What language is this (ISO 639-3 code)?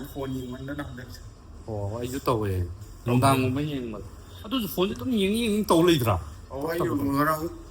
mni